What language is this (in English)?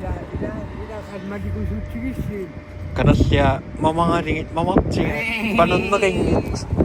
Kalaallisut